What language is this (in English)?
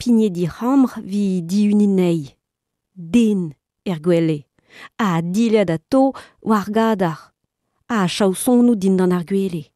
Breton